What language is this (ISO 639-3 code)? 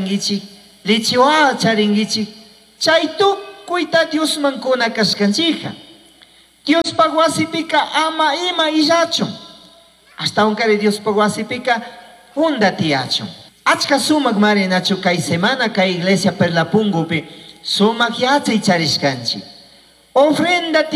qug